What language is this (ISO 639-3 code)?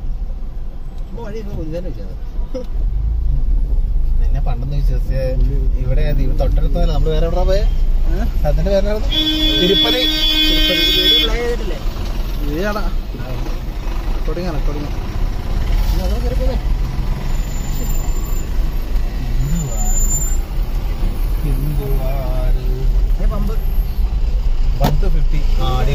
mal